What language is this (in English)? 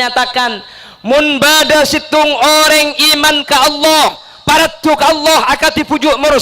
Madurese